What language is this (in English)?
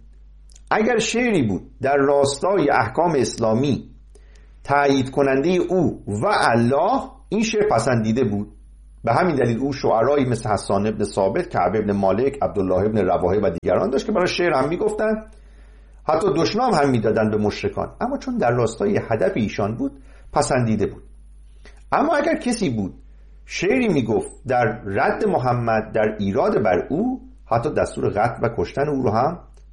Persian